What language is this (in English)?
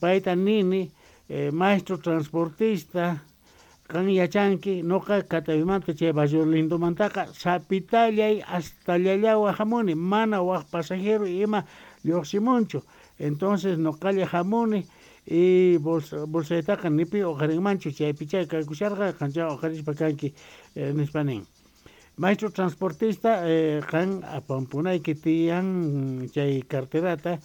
Quechua